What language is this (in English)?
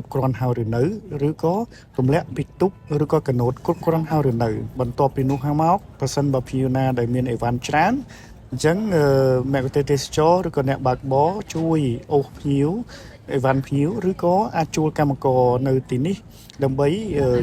Khmer